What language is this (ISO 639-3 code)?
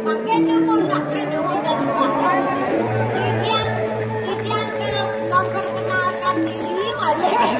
ban